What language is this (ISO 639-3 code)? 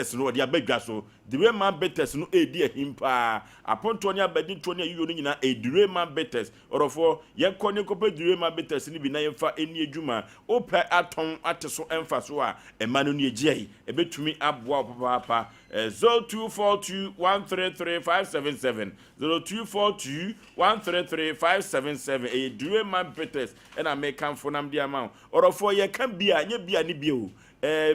aka